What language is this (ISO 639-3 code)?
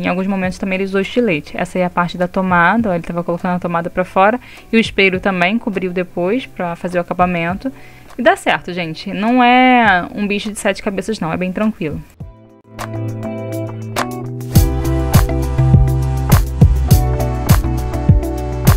por